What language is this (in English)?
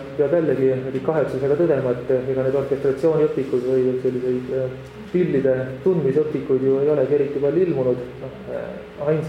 Estonian